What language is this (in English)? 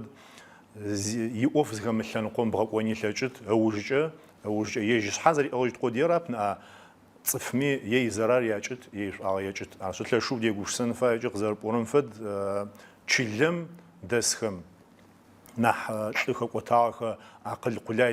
Adyghe